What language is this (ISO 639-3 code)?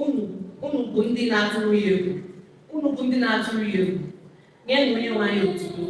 ibo